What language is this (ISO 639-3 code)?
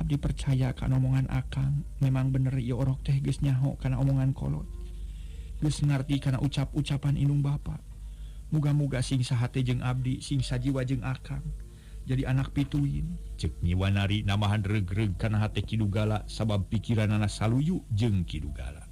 sun